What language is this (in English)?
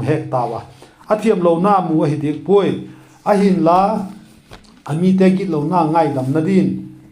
Vaiphei